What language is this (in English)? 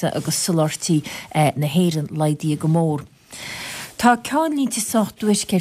Irish